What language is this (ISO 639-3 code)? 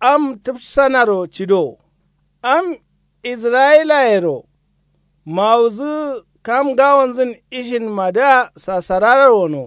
kau